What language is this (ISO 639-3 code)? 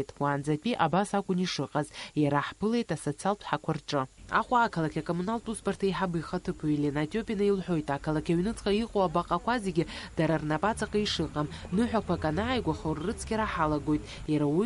abk